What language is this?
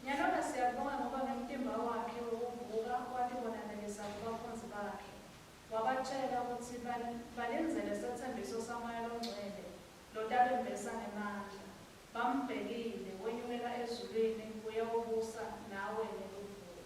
Swati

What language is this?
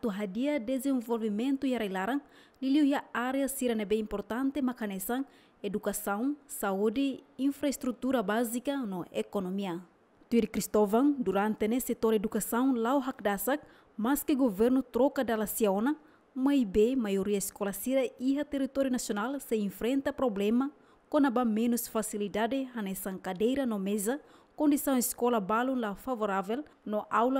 Tetum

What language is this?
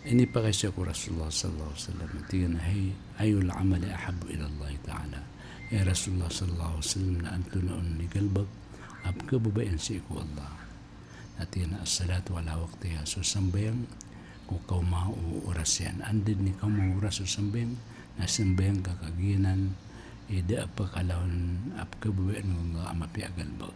Maranao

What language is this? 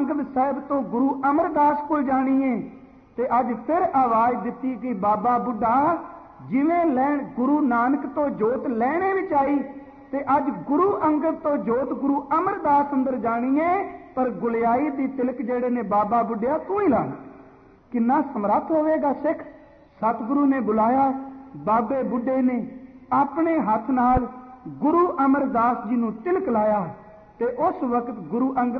Punjabi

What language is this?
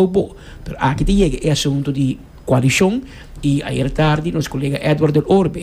Papiamento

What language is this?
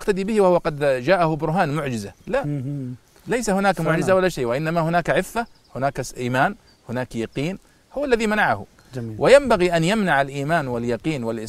Arabic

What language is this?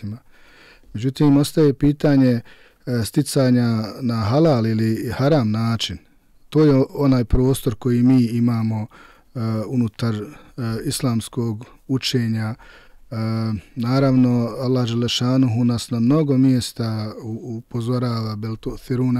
Bosnian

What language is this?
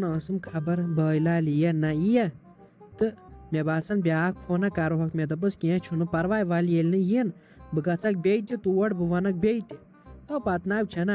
Kashmiri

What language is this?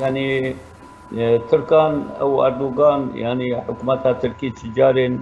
Kurdish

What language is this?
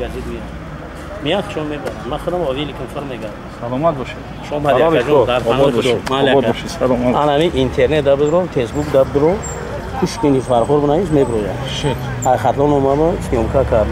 Tajik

